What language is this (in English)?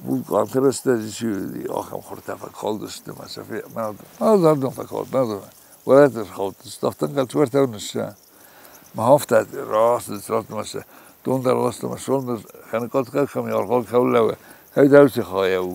Ossetic